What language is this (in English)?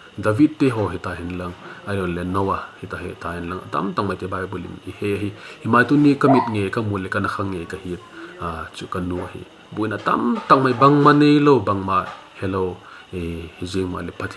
Vaiphei